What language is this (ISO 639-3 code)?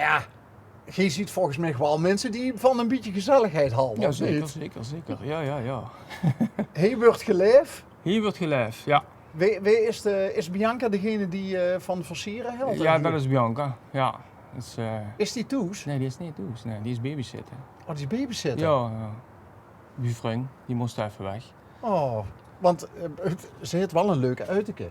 lim